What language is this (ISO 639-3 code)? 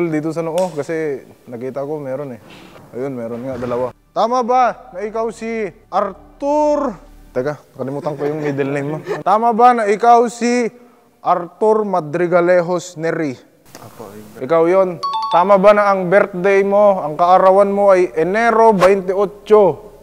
fil